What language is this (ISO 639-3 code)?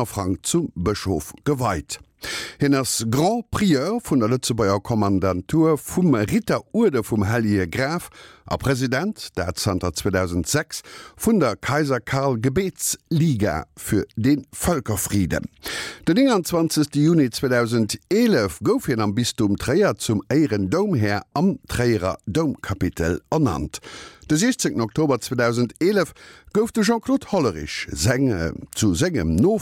ltz